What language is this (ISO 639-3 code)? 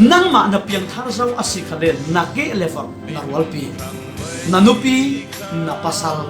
cfm